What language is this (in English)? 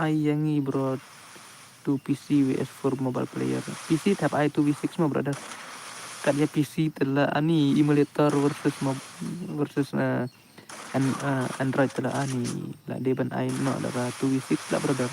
Khasi